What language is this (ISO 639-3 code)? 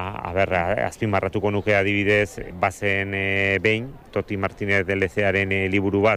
eus